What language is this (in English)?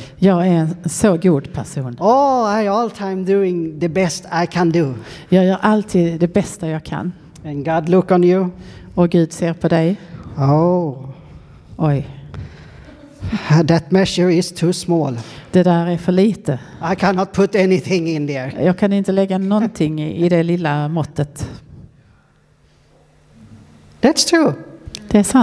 Swedish